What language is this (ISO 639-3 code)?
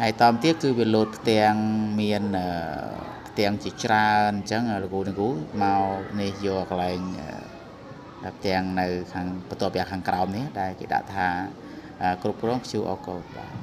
khm